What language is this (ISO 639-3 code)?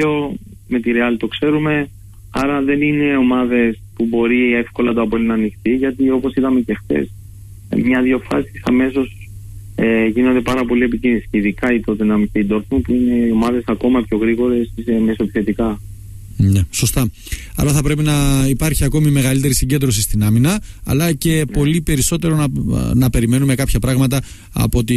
ell